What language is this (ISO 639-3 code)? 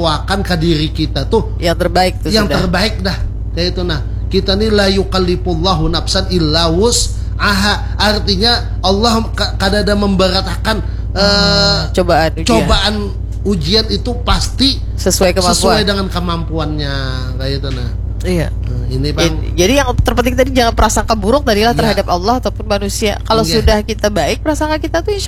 bjn